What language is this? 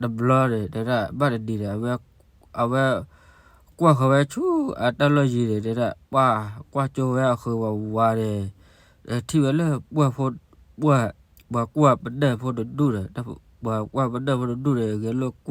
S'gaw Karen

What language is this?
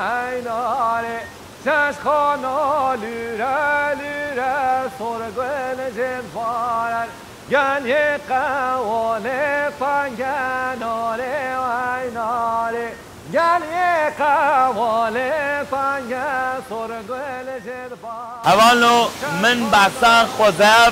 Kurdish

